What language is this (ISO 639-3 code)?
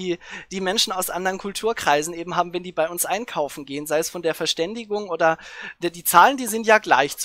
deu